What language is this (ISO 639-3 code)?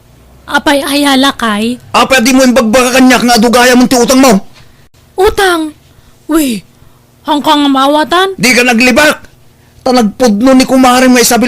ilo